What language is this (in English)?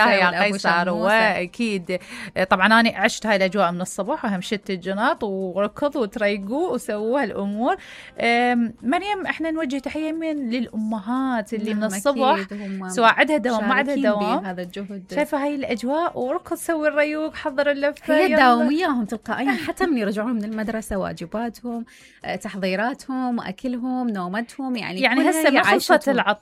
Mesopotamian Arabic